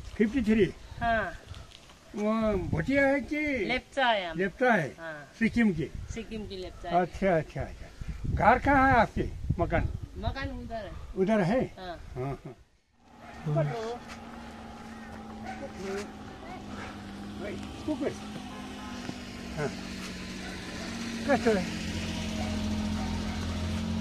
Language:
Hindi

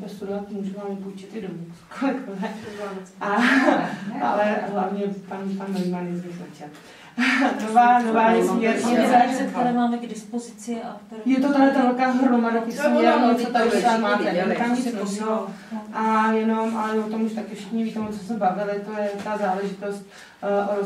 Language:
Czech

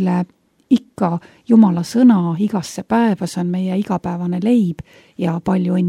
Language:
Estonian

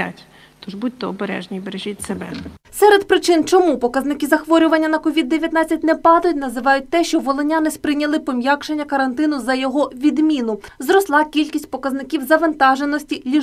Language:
Ukrainian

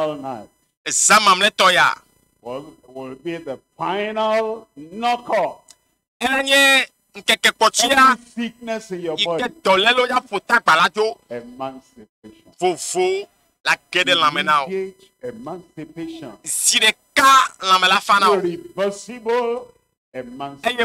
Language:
Ewe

